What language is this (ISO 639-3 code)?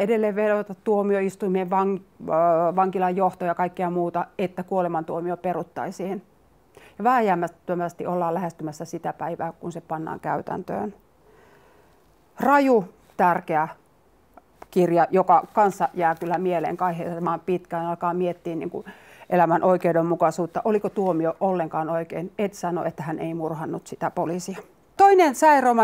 fin